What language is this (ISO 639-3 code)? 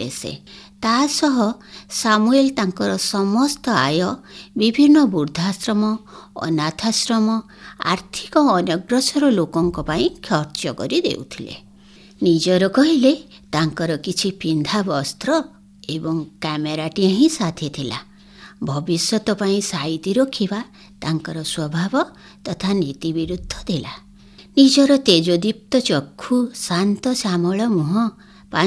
ori